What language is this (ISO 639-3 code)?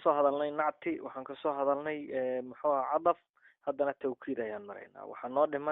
som